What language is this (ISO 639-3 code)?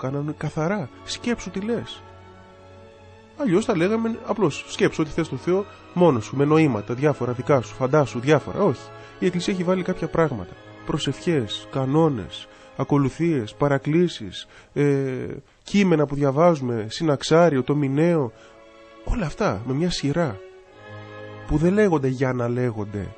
ell